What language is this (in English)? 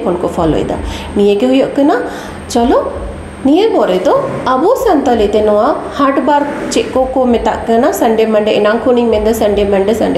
Santali